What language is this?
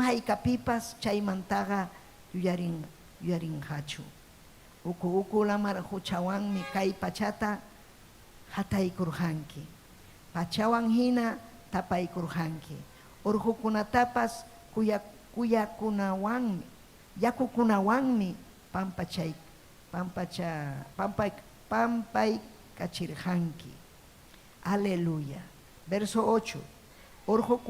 Ayacucho Quechua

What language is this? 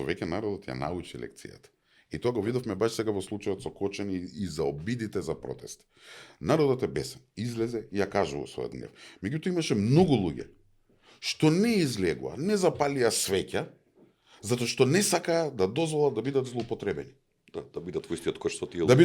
Macedonian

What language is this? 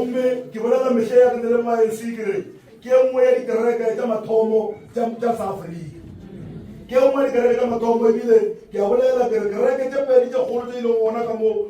Northern Sotho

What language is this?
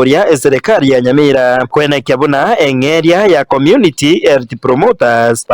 Gusii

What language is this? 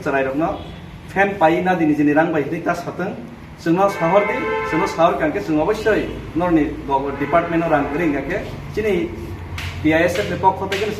Kok Borok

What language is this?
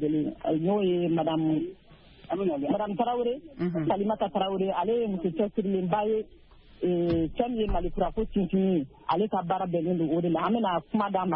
Bambara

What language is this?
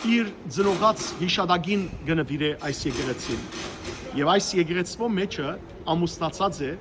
Western Armenian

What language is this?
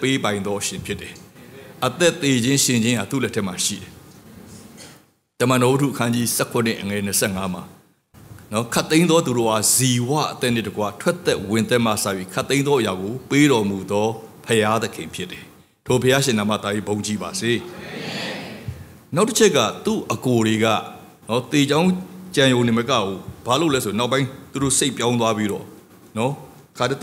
Burmese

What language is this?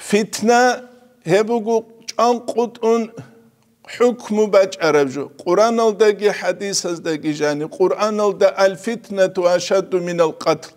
Avaric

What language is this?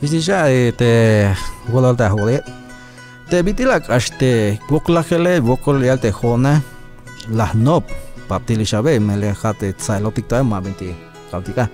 Tzeltal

